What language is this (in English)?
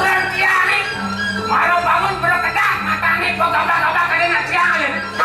Balinese